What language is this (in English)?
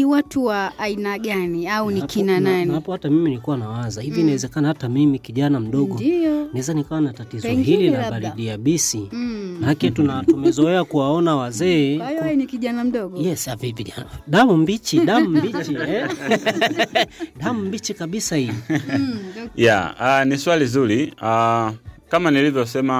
Swahili